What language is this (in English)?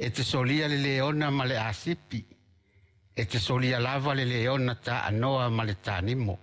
Samoan